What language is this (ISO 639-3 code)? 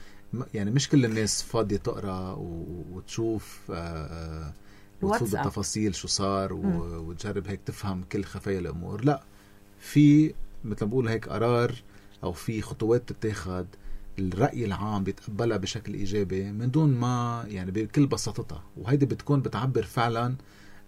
apc